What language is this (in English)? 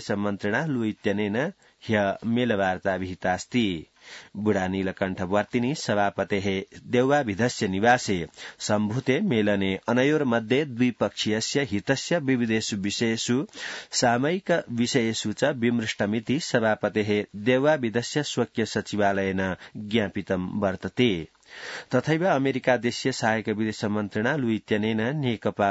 Sanskrit